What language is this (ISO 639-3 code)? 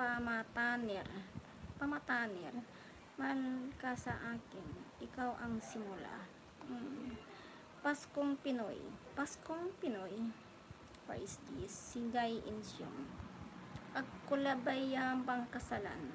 pag